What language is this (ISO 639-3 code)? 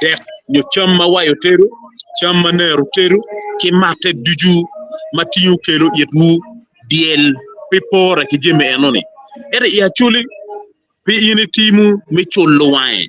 ach